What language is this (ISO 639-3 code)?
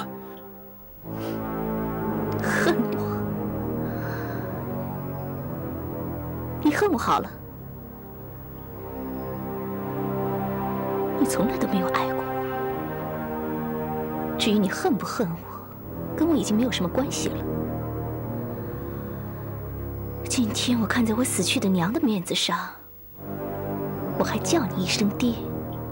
zho